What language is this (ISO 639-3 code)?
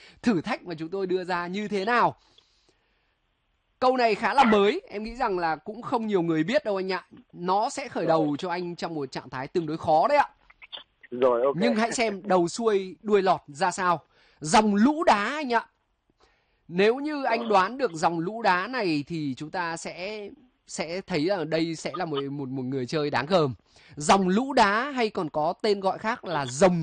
vie